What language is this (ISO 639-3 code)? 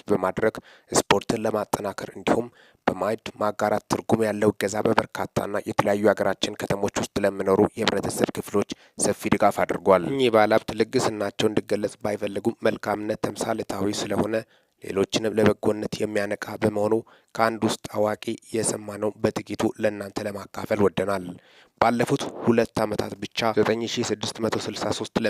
amh